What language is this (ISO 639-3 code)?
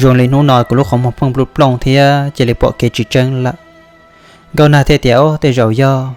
hmn